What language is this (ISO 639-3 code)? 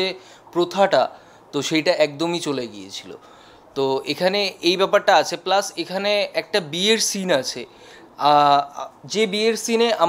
ben